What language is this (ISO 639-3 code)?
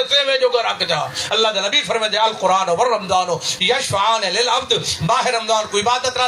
skr